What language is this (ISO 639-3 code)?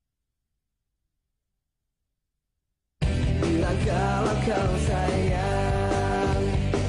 ind